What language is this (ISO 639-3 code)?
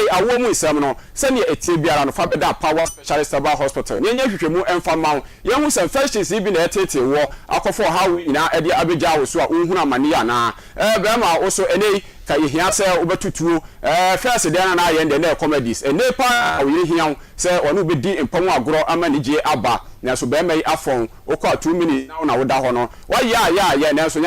aka